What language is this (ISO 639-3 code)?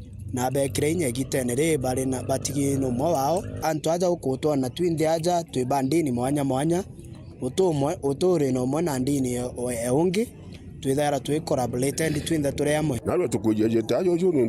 mer